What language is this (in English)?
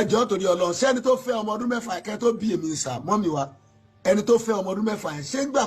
Yoruba